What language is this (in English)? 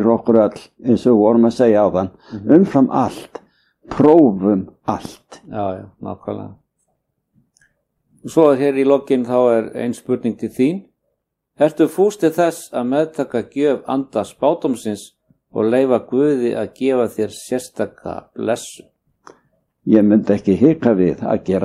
Icelandic